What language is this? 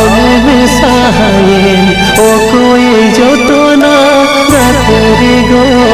Santali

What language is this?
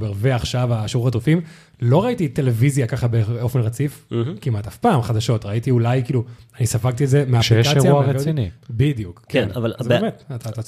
Hebrew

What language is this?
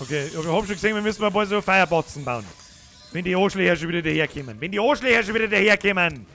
Bavarian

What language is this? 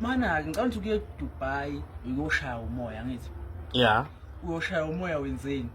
Zulu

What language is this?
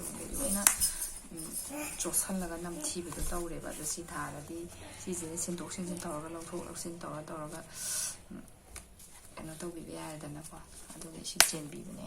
Manipuri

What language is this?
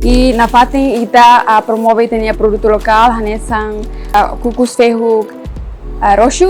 Tetum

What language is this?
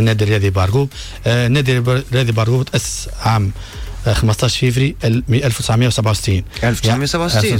Tunisian Arabic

